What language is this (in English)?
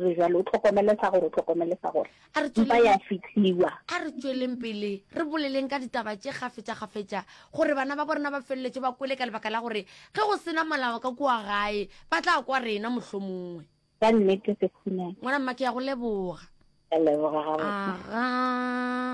Northern Sotho